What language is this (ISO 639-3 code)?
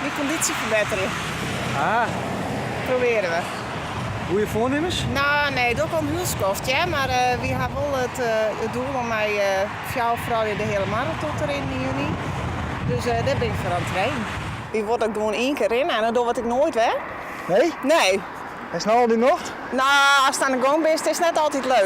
fry